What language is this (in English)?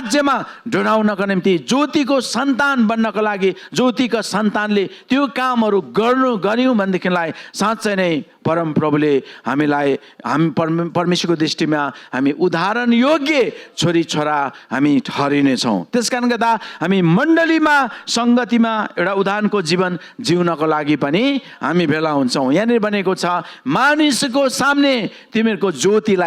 Nepali